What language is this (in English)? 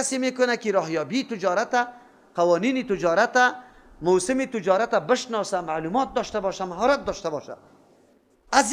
Persian